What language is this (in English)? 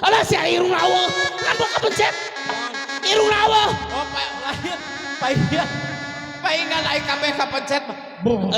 Sundanese